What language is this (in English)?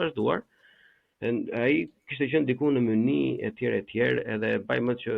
Albanian